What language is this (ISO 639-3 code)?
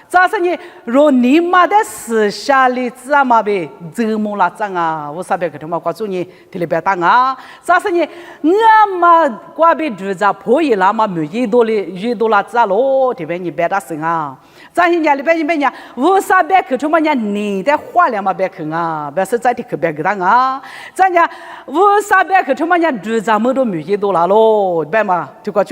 lis